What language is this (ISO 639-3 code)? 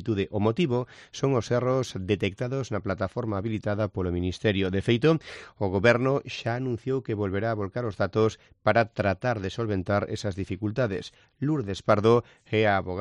glg